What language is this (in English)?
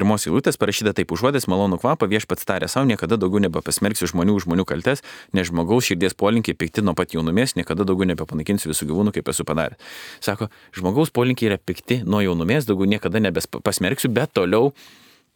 Lithuanian